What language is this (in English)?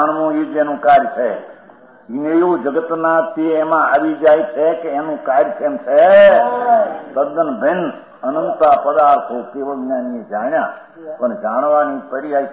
Gujarati